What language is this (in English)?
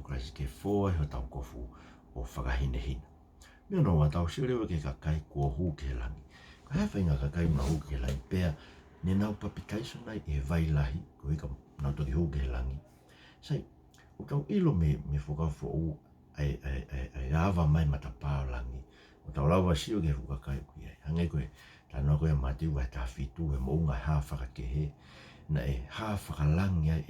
Tongan